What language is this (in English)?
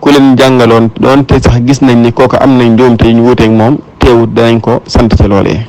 Wolof